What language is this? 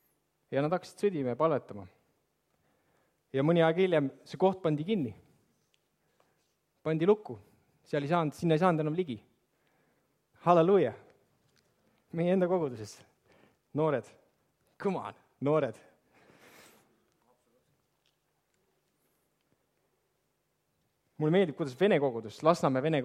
Estonian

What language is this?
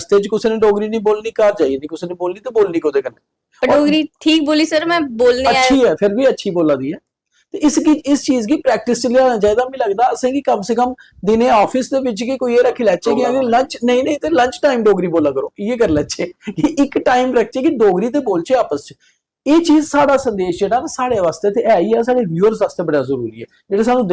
Dogri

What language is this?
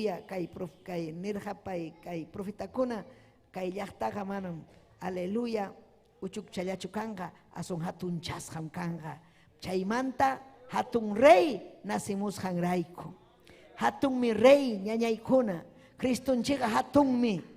Ayacucho Quechua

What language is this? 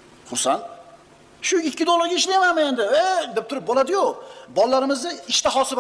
Uzbek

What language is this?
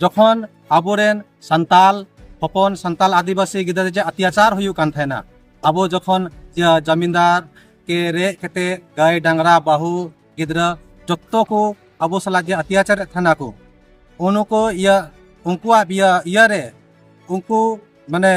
Sadri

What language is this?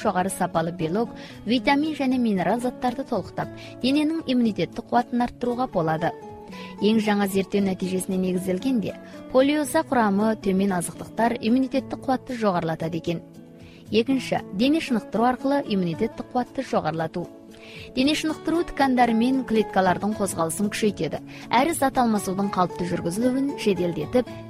Kazakh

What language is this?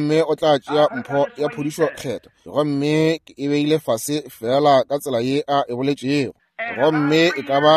Northern Sotho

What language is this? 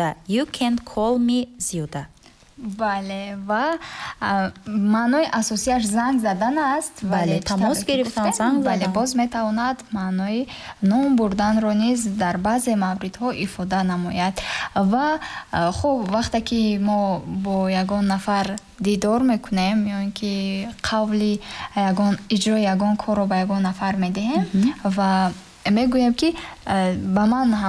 Tajik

